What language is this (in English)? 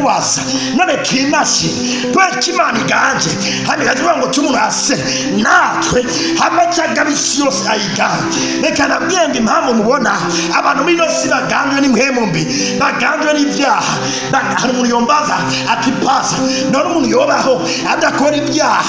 Rundi